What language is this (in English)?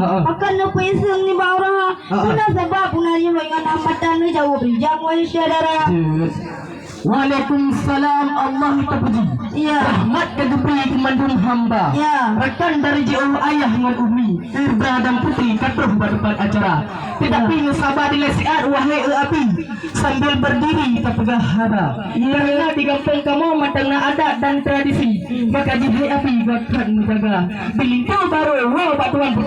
Achinese